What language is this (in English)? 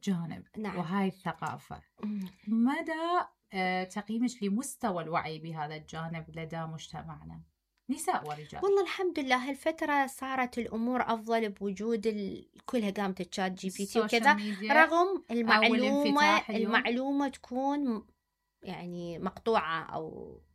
Mesopotamian Arabic